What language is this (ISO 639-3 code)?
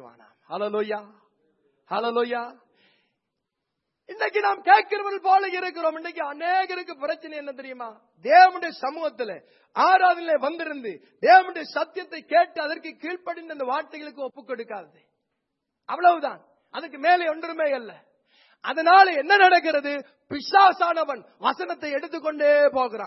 tam